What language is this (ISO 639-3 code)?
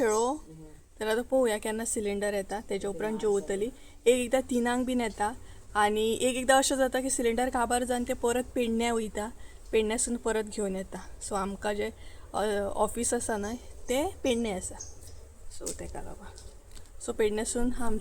kok